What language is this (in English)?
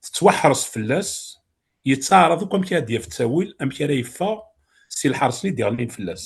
Kabyle